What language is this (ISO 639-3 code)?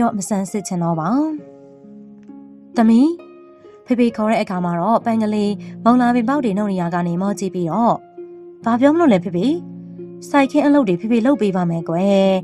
mya